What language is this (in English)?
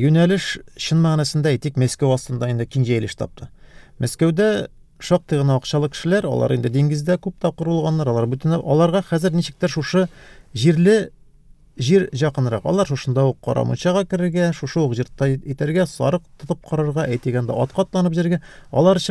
Tatar